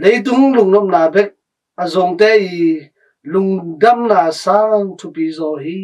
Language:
Tedim Chin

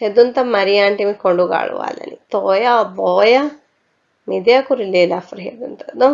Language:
Divehi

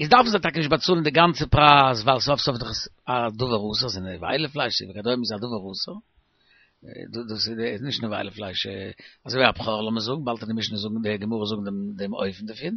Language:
Yiddish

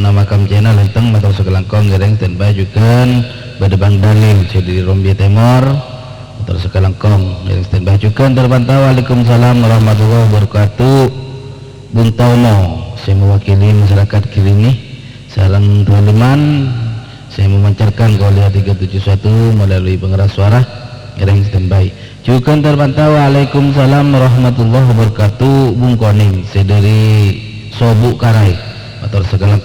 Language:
Madurese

